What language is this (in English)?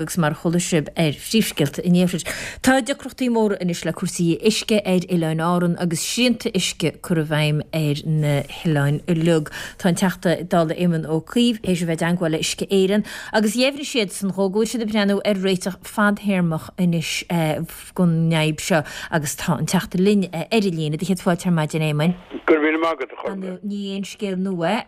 Irish